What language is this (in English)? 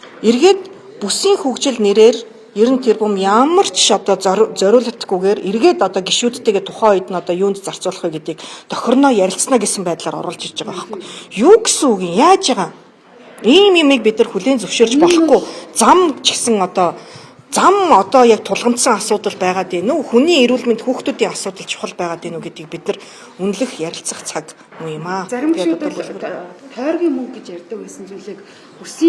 Mongolian